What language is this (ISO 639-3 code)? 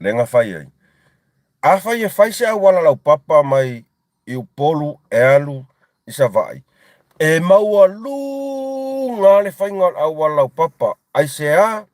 smo